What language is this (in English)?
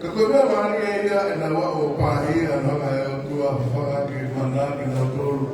Tongan